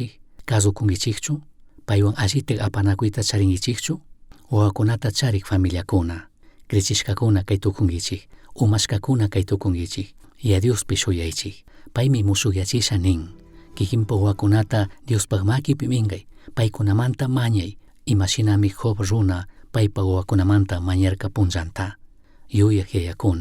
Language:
Chimborazo Highland Quichua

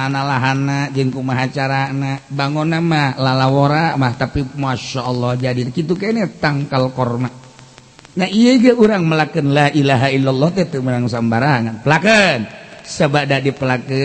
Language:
Sundanese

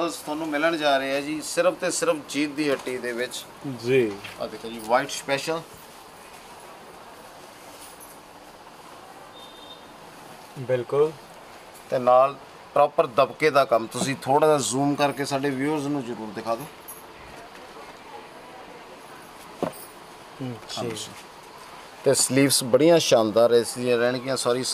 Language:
Punjabi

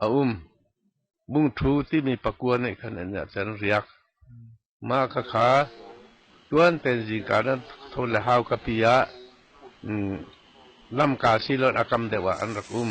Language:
Hakha Chin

